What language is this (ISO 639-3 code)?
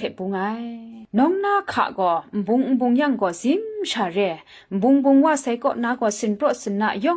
kac